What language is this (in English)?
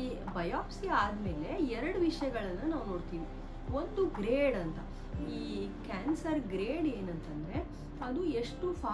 Kannada